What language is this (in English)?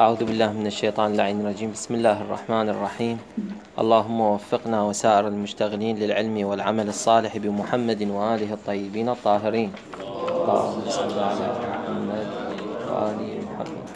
Mesopotamian Arabic